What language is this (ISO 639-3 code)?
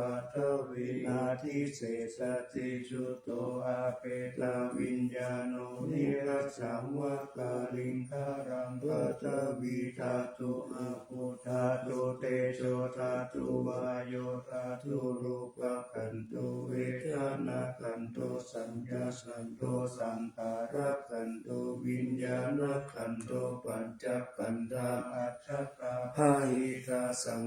pli